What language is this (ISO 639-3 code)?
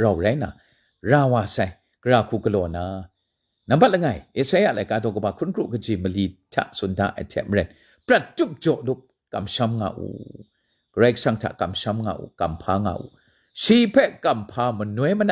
kac